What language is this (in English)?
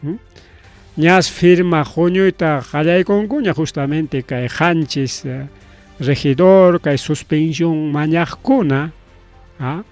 Ayacucho Quechua